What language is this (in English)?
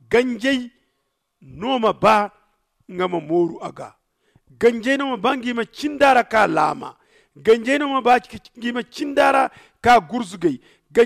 Zarma